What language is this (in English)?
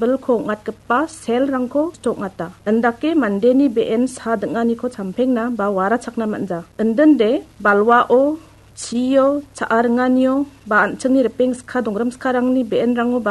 Garo